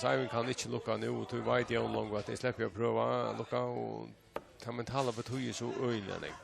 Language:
Faroese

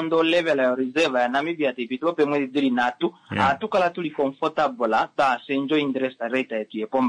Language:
Kuanyama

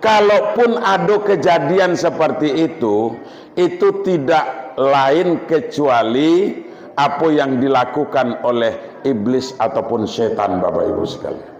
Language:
Minangkabau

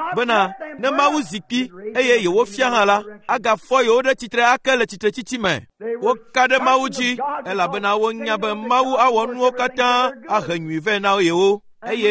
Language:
Ewe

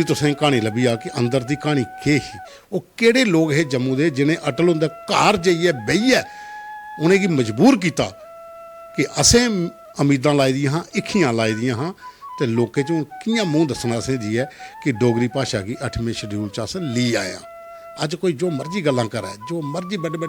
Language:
Dogri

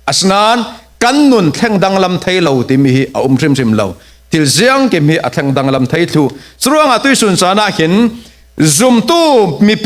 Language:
Falam Chin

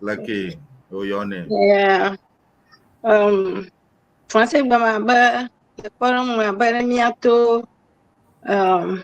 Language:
Ewe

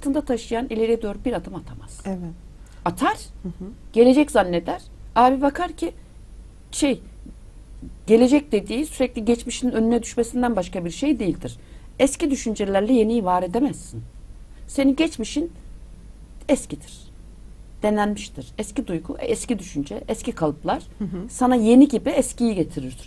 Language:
Turkish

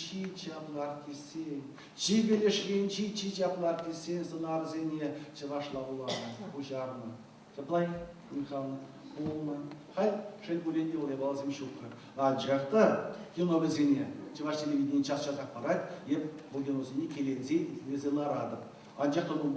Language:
Chuvash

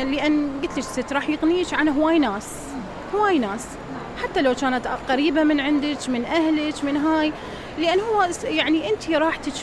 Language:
Mesopotamian Arabic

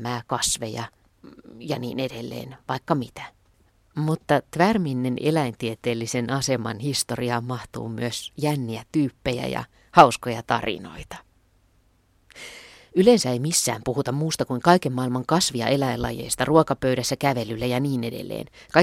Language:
Finnish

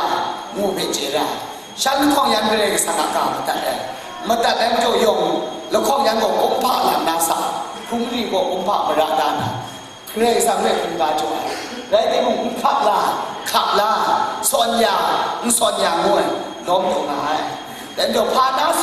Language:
Kachin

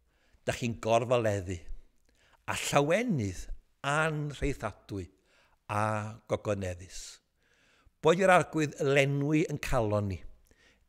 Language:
Welsh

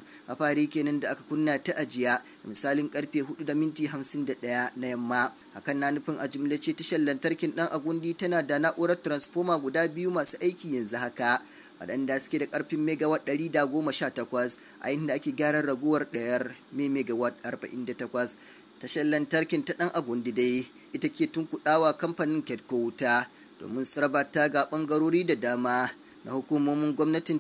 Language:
Hausa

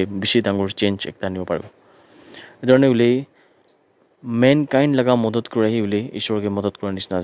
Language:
Naga Pidgin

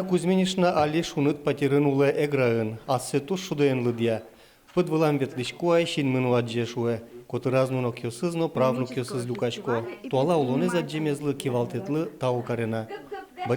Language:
Udmurt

